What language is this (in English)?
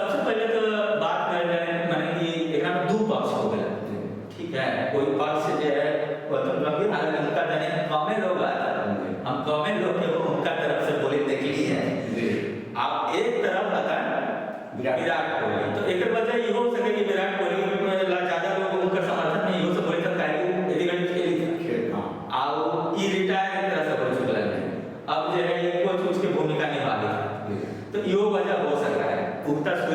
Magahi